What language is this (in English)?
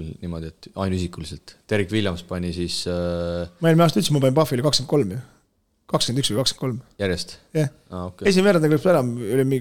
Estonian